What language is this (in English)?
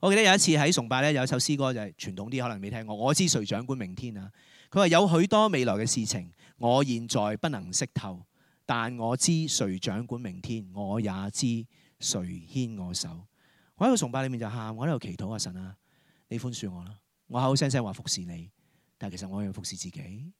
Cantonese